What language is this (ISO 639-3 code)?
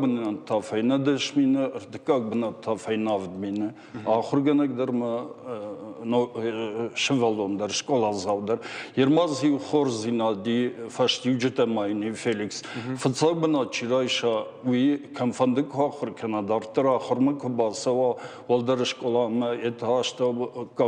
oss